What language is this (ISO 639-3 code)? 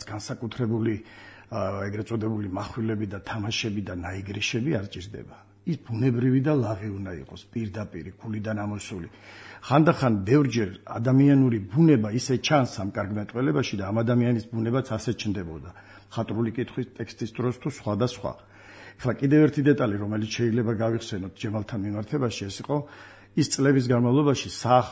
kat